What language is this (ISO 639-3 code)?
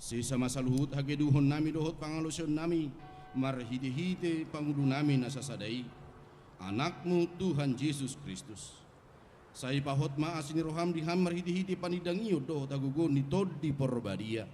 bbc